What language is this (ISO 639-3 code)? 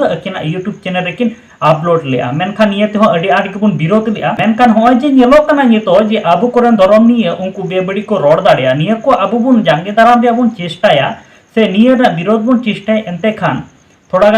sat